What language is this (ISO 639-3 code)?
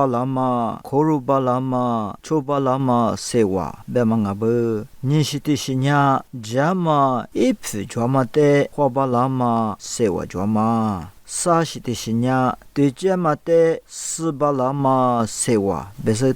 lis